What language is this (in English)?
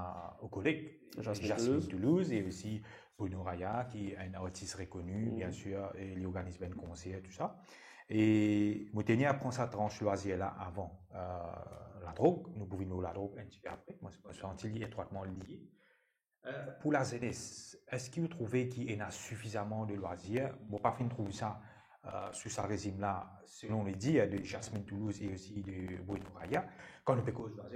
Morisyen